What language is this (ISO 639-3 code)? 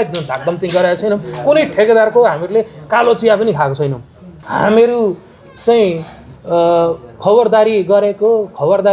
nep